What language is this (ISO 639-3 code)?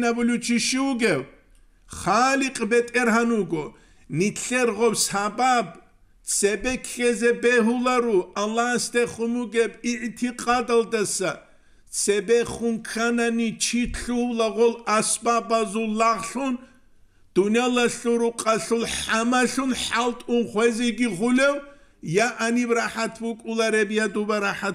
ava